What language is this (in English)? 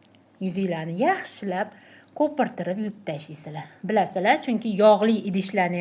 Uzbek